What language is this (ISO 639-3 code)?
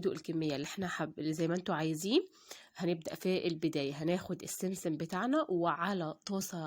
arz